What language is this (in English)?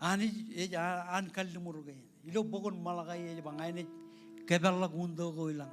Marshallese